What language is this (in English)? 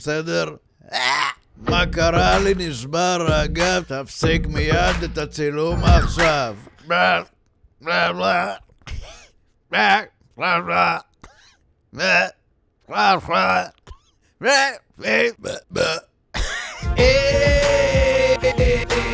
Hebrew